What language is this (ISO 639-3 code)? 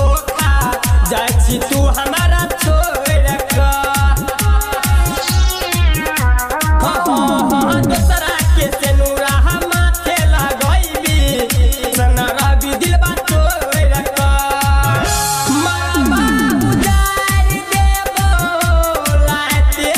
bho